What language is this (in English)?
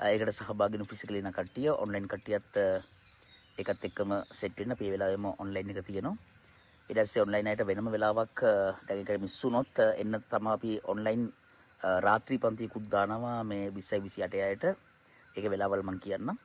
Sinhala